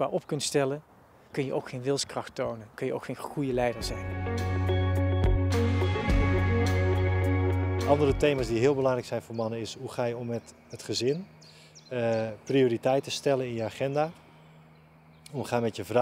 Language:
Dutch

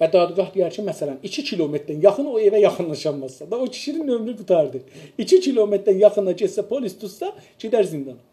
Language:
South Azerbaijani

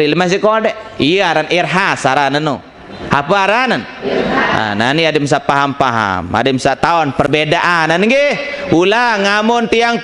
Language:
Sasak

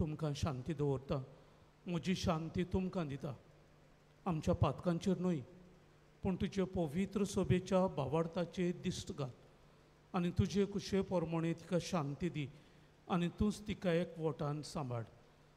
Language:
Konkani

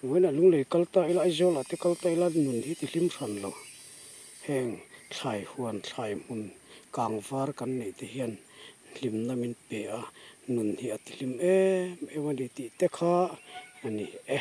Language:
Mizo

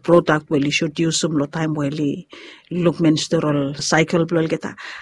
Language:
Bislama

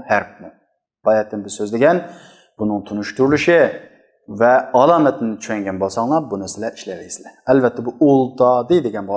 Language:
Uyghur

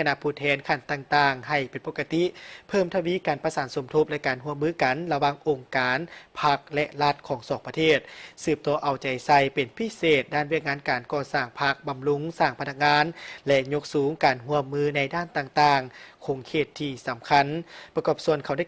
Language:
Lao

